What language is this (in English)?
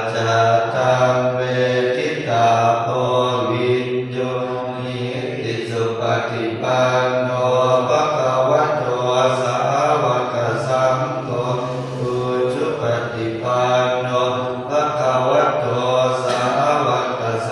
Pali